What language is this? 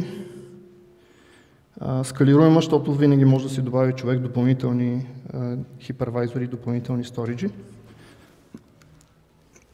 Bulgarian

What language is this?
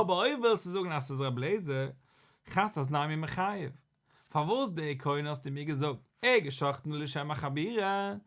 Yiddish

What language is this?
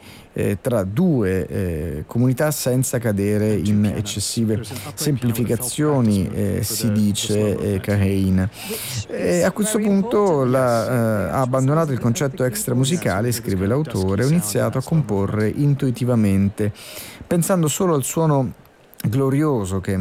Italian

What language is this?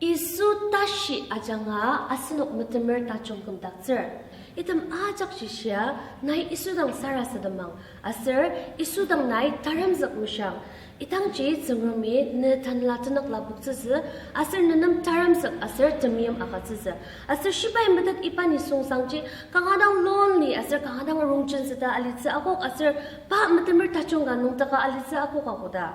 Ao Naga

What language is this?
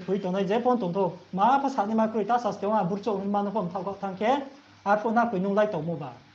Riang (India)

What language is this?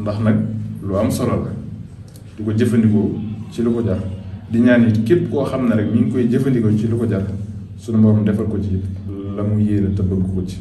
Wolof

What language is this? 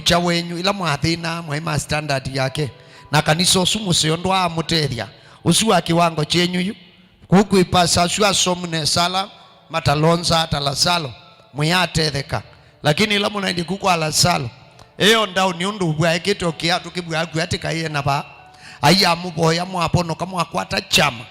Kamba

